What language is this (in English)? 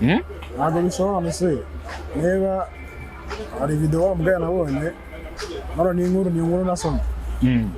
Kinyarwanda